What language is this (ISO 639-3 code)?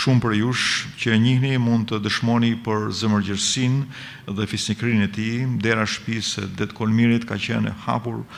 sqi